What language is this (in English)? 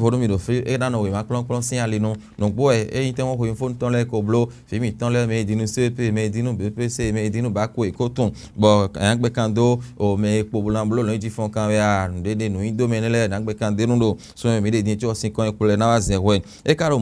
Fon